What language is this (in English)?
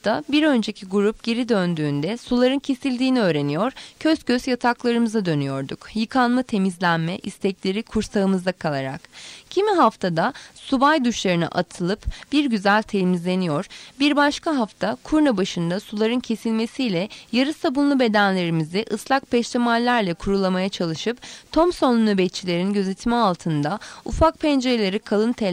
Turkish